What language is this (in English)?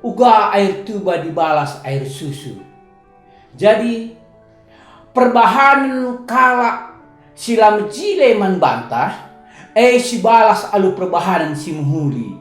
Batak Karo